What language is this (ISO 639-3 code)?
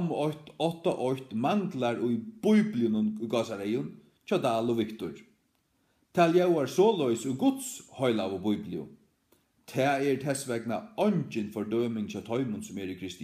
fao